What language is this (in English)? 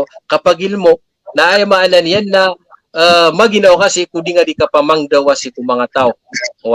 Maranao